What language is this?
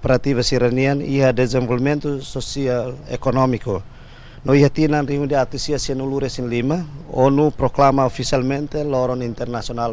Tetum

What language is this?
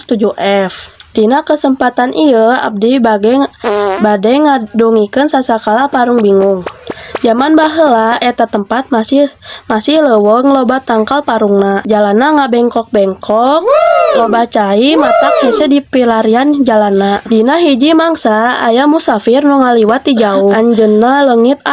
Sundanese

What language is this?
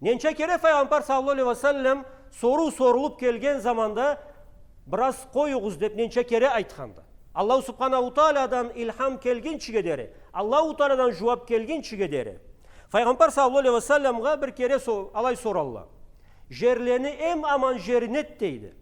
Karachay-Balkar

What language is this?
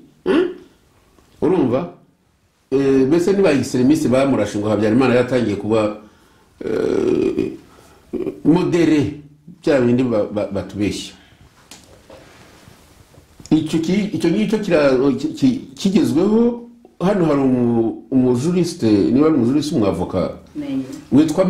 Kinyarwanda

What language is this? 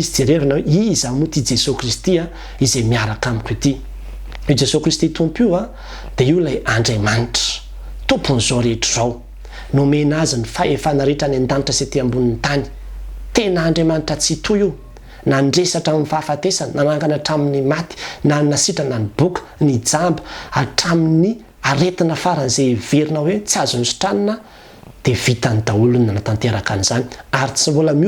Malagasy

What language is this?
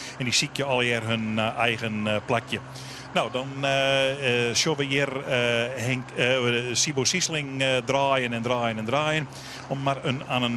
Western Frisian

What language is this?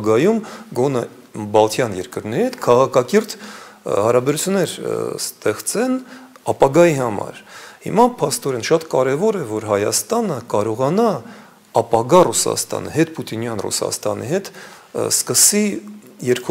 Armenian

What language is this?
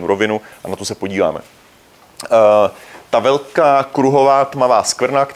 Czech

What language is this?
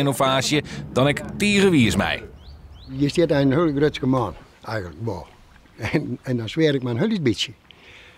Western Frisian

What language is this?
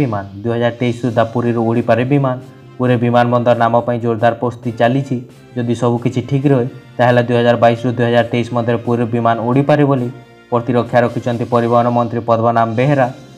Odia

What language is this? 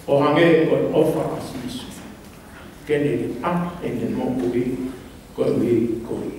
Tongan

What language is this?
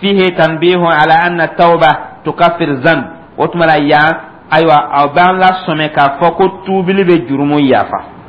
Dyula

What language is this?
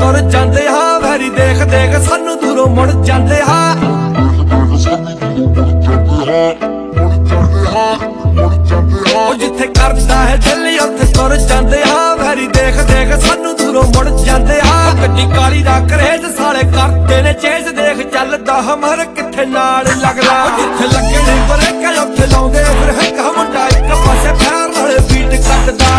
Punjabi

